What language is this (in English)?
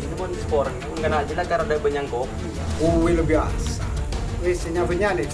Madurese